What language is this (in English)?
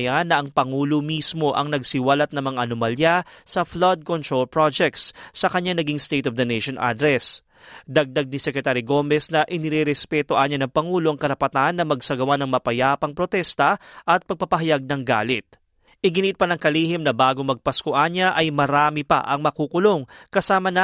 Filipino